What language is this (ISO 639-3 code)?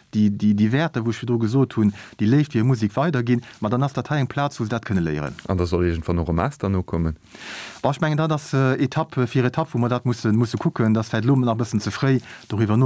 ltz